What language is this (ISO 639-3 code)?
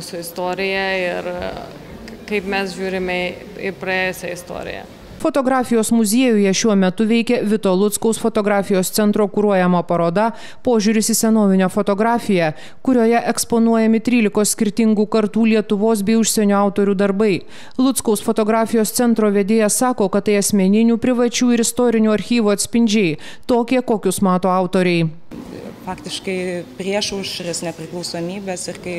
lit